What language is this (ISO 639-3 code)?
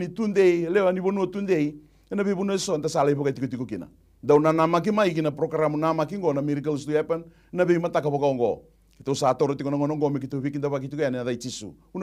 fij